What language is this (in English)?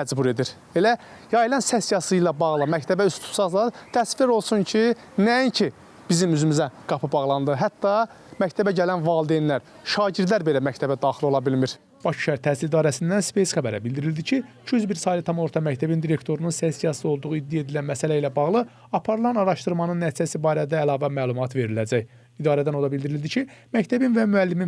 Azerbaijani